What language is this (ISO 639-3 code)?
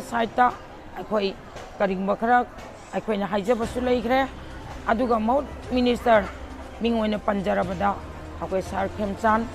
mni